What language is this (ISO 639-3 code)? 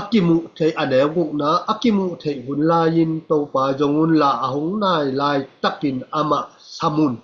ctd